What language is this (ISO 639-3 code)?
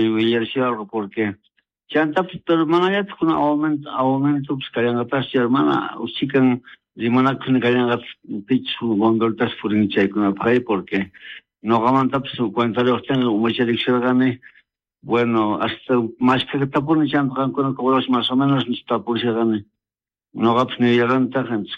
que